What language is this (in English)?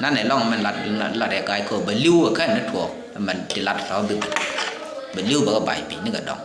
Nuer